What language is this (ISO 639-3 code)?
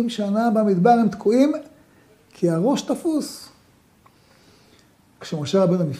heb